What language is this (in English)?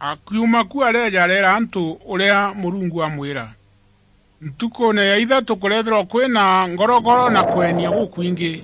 Meru